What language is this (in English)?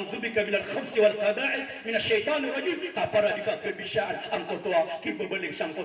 Maranao